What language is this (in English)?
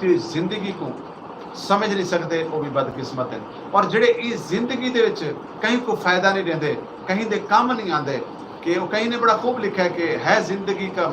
Saraiki